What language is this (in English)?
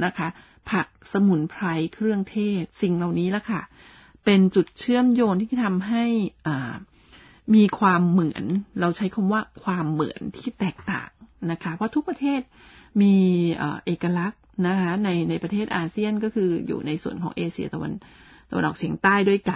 Thai